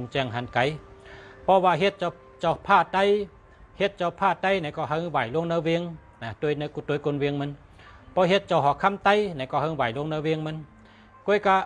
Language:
Shan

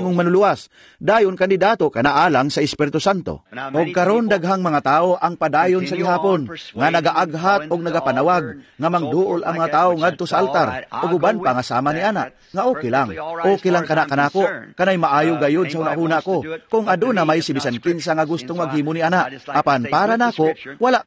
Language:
Cebuano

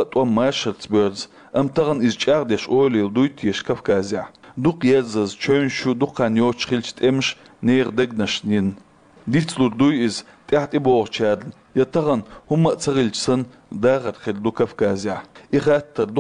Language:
Chechen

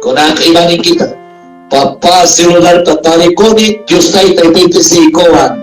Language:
Ayacucho Quechua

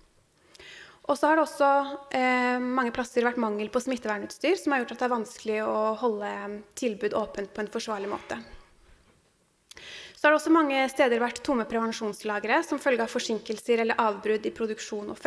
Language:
Norwegian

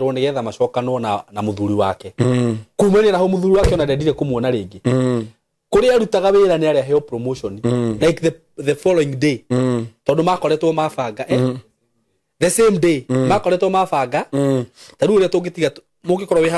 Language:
Kikuyu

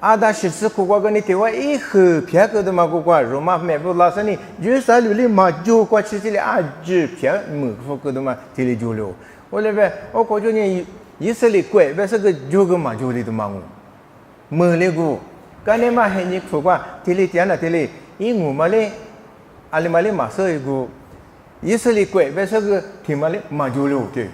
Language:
Lisu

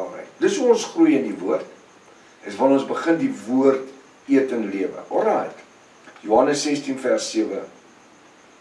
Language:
Afrikaans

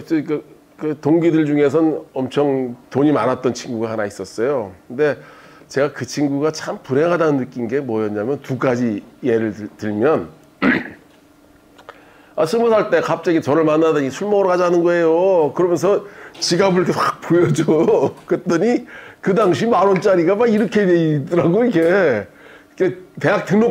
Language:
Korean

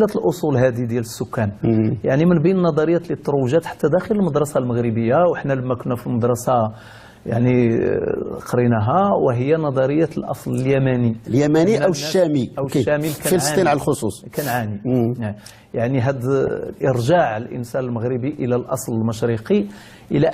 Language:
Moroccan Arabic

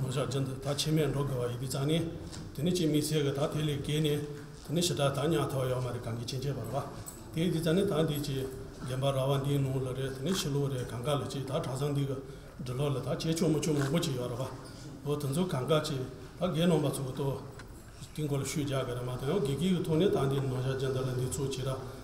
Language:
Tibetan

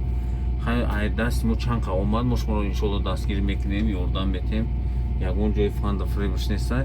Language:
Tajik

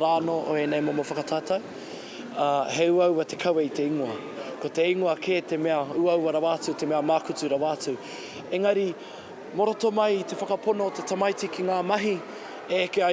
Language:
Māori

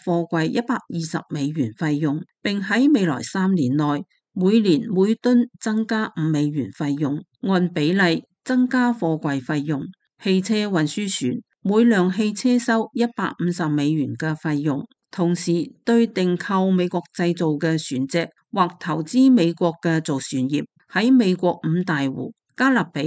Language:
Cantonese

